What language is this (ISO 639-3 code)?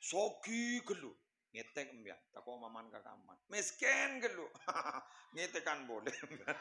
mad